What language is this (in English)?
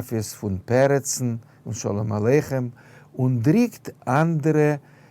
Yiddish